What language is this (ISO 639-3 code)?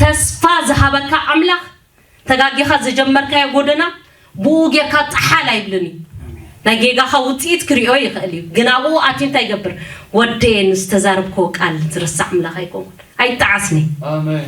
tir